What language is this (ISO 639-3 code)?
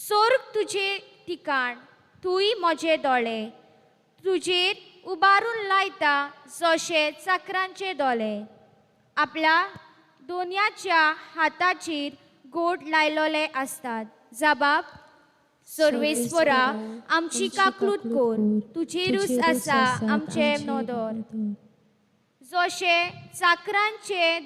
kok